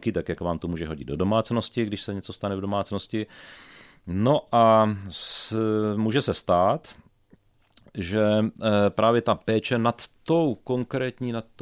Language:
Czech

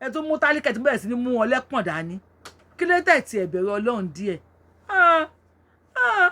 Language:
Yoruba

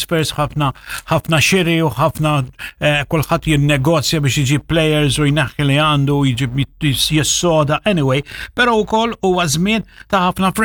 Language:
Maltese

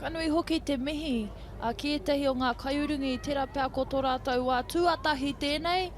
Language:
Māori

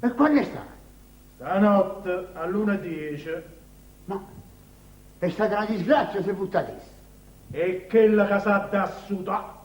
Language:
Neapolitan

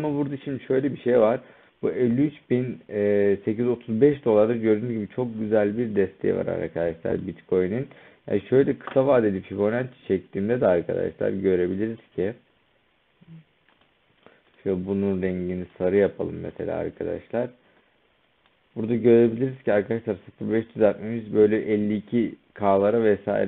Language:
Turkish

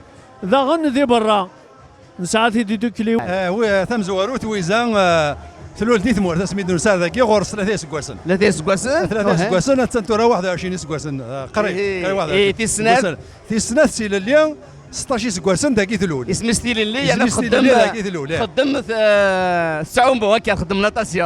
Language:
Kabyle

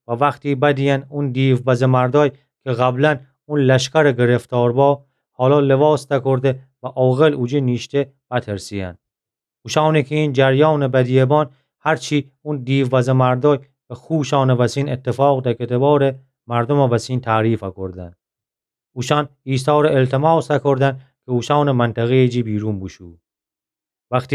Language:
Gilaki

